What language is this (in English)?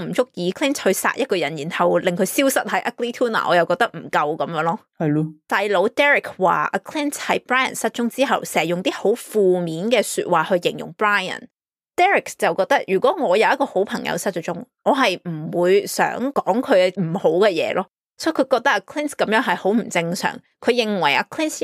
Cantonese